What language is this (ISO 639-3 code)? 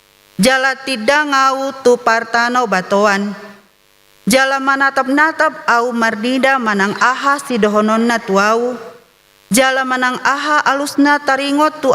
bbc